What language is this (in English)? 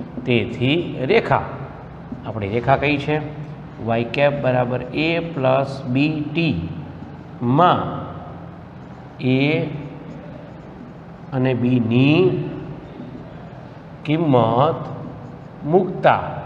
Gujarati